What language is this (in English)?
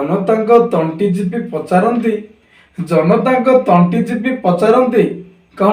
Odia